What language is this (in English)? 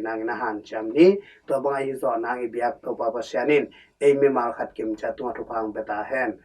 Tedim Chin